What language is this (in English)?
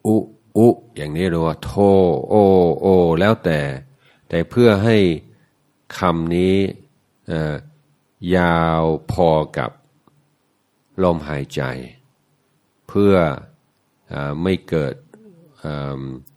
Thai